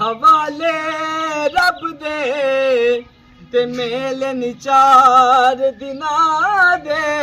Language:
Pahari-Potwari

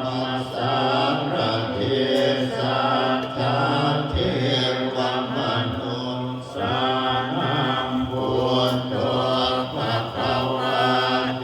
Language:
Pali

